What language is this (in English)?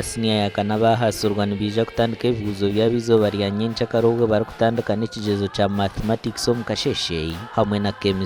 Nyankole